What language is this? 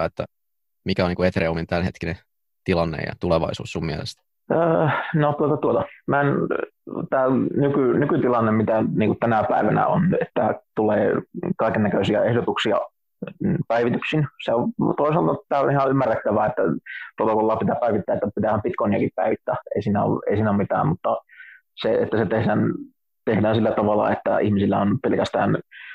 Finnish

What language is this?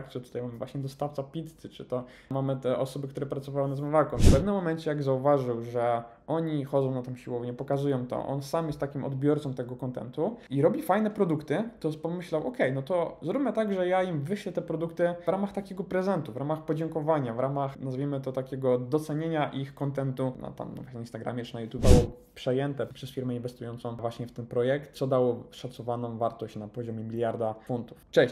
Polish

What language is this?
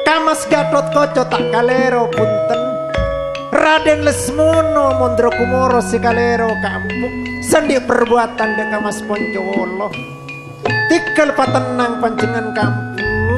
Madurese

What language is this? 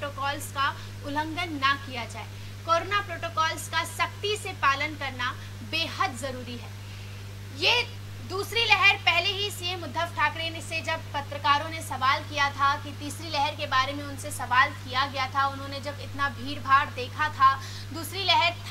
Hindi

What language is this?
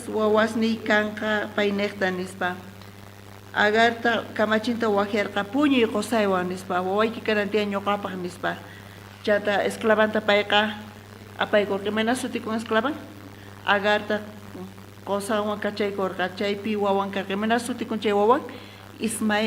South Bolivian Quechua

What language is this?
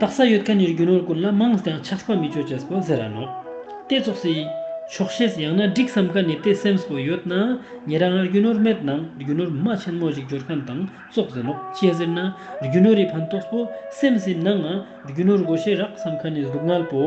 Ladakhi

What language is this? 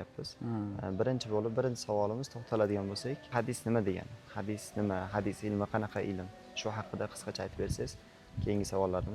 Uzbek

